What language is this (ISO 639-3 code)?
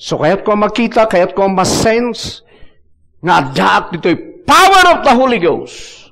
ilo